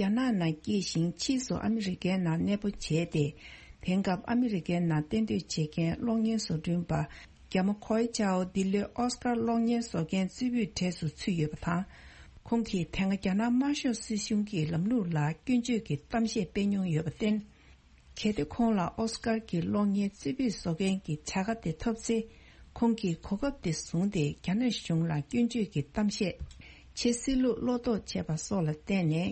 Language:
Tibetan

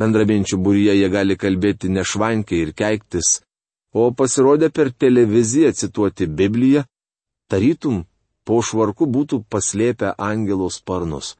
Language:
Lithuanian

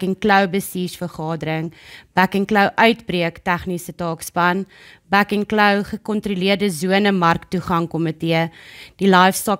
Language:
Afrikaans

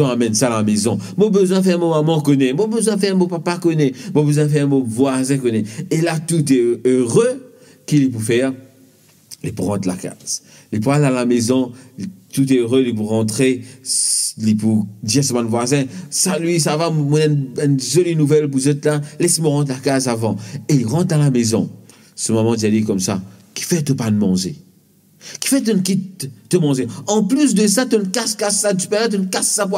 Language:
Morisyen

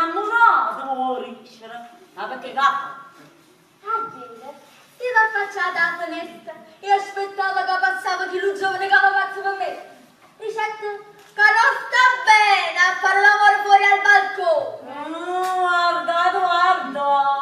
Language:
Neapolitan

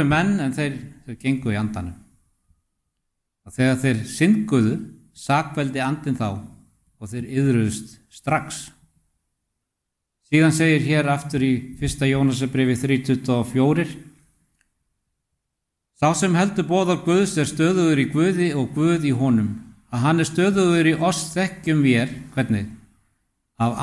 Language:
Icelandic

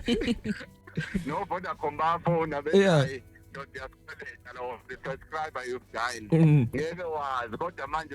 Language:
Zulu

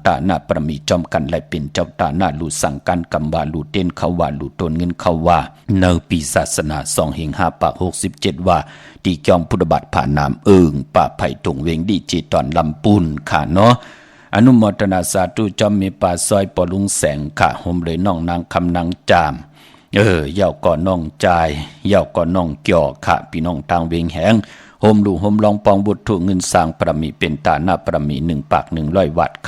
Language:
Shan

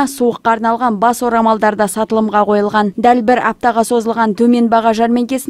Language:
Kazakh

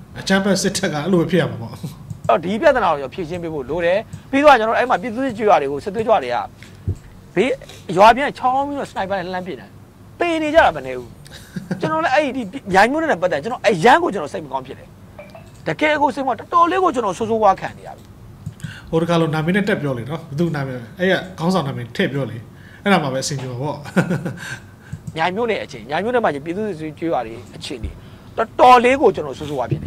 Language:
Burmese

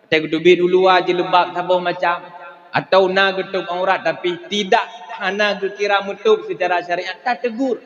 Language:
Achinese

